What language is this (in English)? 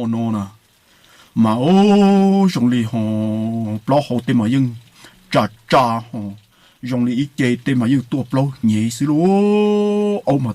Hmong